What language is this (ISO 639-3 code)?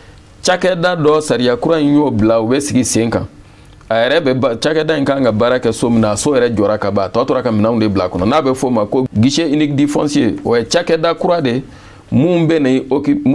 bam